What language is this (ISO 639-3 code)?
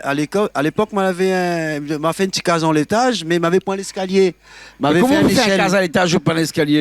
rcf